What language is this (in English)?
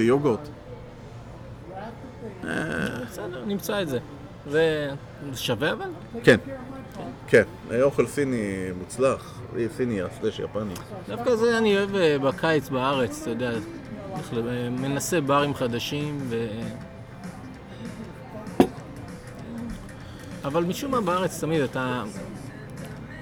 Hebrew